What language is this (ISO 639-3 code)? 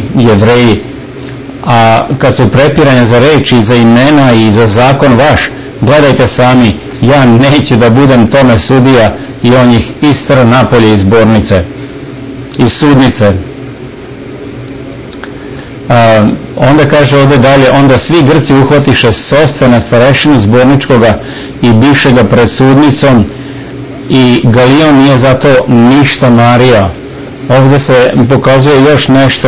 srp